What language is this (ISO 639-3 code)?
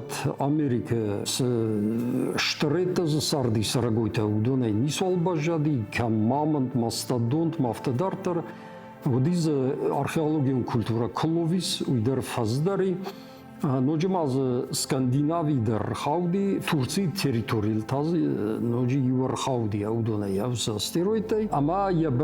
oss